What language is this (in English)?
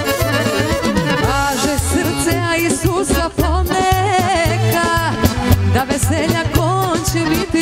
Serbian